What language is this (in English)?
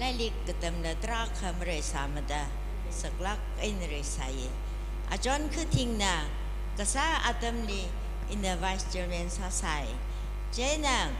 Tangkhul Naga (India)